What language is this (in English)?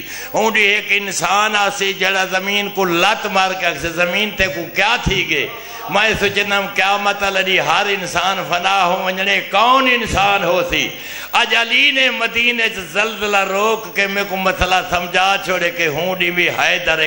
Saraiki